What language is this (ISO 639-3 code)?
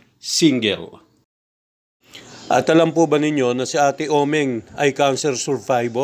fil